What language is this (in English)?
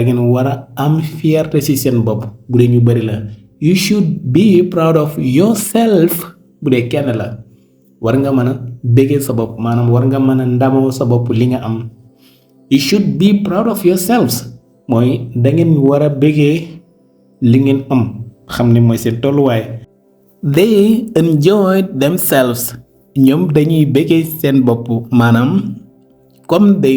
Wolof